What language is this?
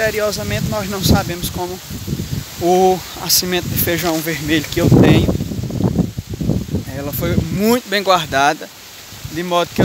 Portuguese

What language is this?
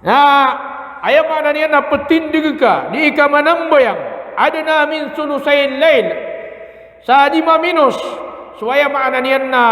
Maranao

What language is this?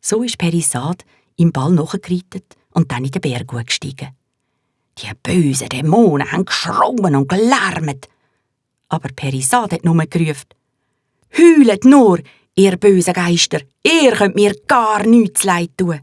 Swiss German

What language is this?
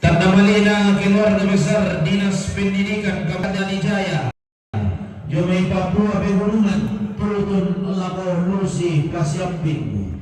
Toraja-Sa'dan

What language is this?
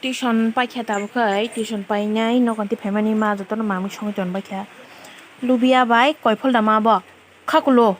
Kok Borok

